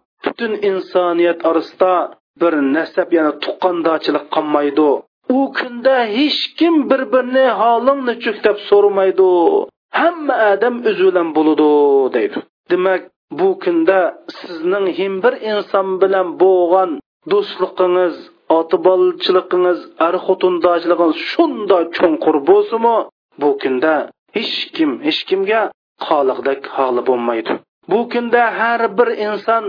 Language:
Uyghur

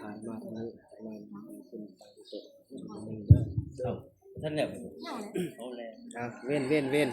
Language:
Northeastern Thai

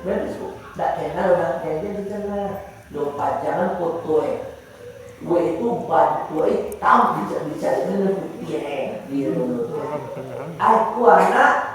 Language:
Minangkabau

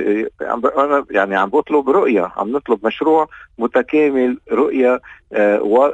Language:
North Levantine Arabic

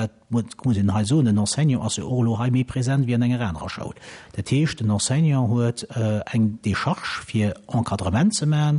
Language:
Luxembourgish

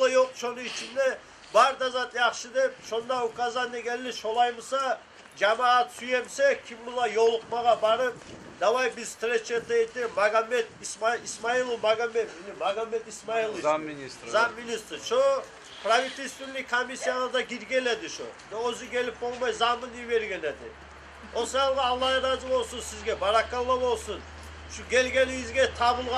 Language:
Kumyk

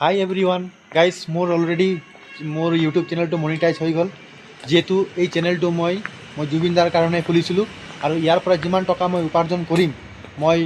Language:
Assamese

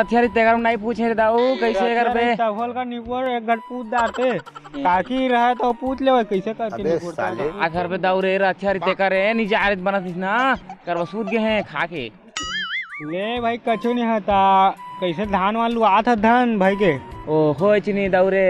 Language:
Chhattisgarhi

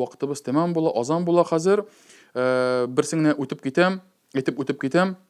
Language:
Tatar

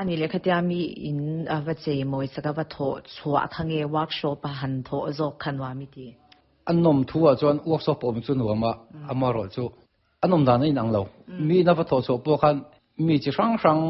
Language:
Mizo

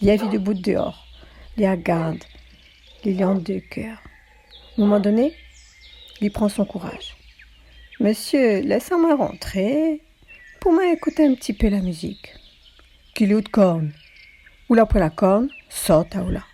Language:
Réunion Creole French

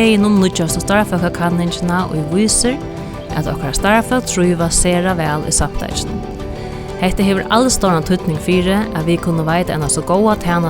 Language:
Faroese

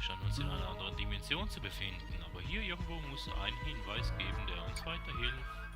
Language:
Swiss German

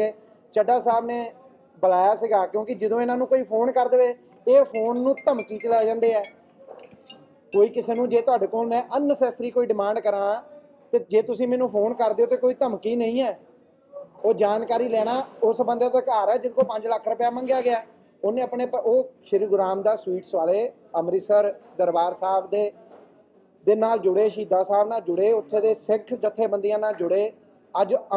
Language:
Punjabi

